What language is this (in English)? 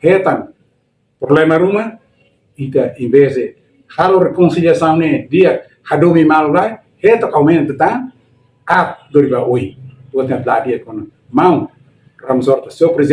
Tetum